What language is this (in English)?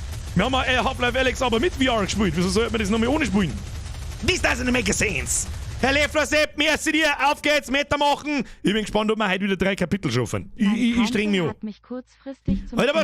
Bavarian